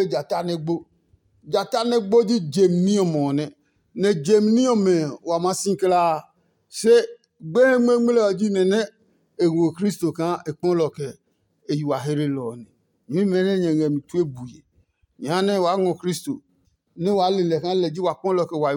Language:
Adangme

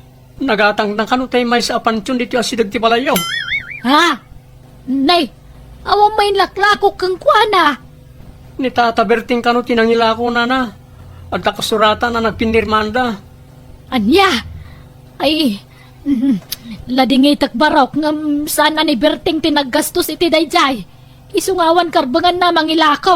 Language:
Iloko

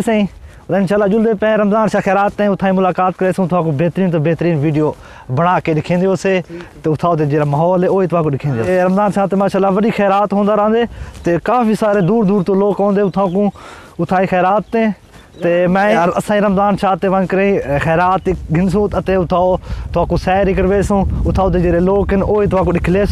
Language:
Saraiki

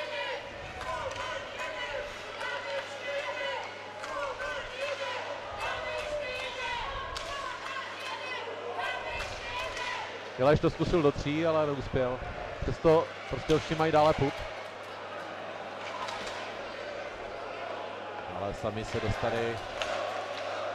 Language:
Czech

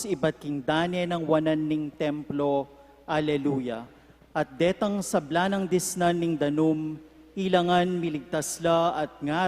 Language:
Pampanga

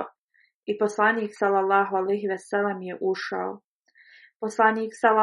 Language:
Bosnian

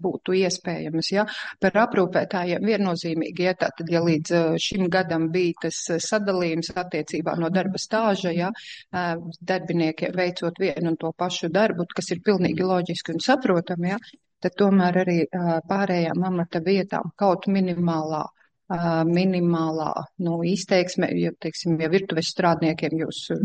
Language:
Latvian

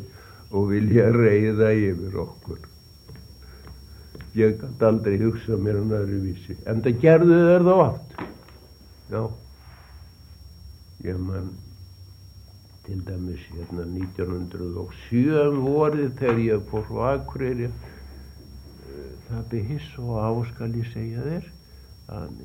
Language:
Icelandic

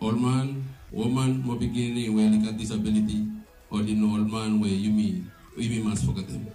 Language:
Bislama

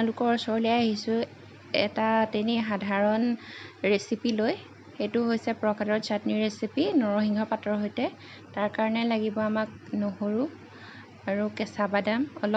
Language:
Assamese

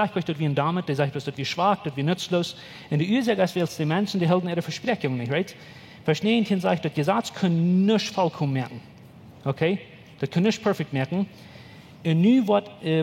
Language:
Plautdietsch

